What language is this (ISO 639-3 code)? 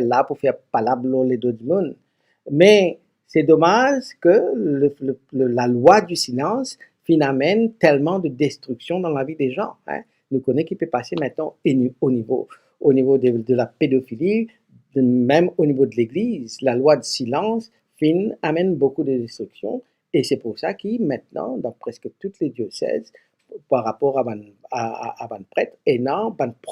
mfe